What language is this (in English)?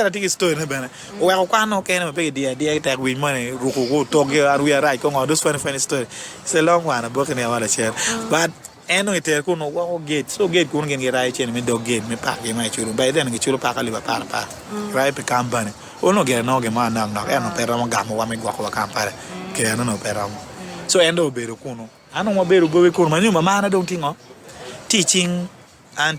Acoli